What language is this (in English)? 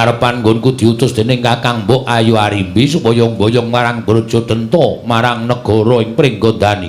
Javanese